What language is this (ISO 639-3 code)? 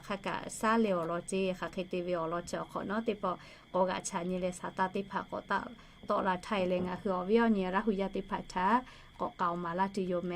lhu